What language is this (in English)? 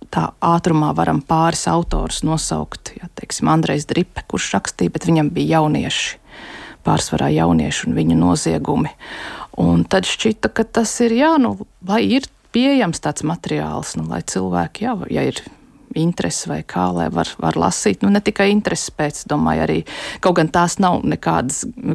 Latvian